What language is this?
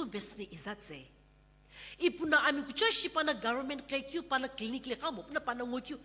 Sumi Naga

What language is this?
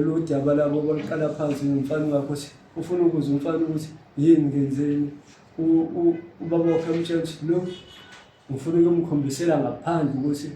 Zulu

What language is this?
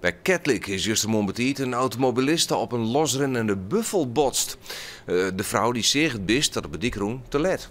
Western Frisian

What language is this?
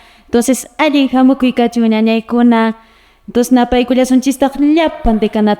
Quechua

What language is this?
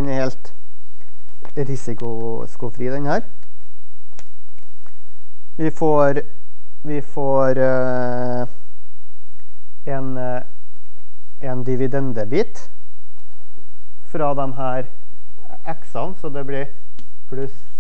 Norwegian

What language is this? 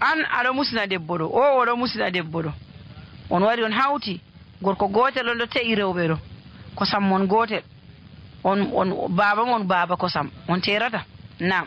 Nigerian Fulfulde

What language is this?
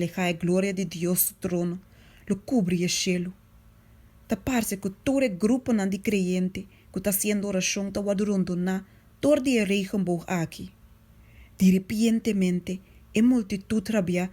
Papiamento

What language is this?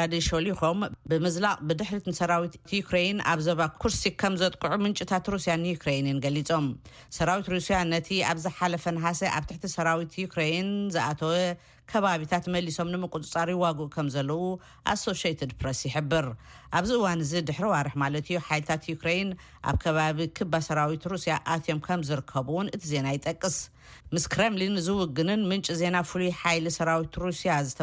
Tigrinya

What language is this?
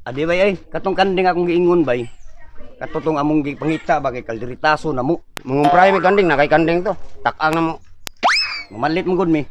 Cebuano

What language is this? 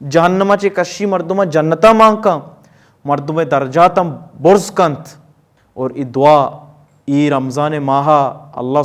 Baluchi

